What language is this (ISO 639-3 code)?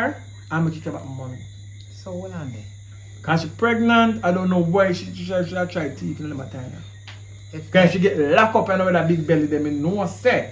jam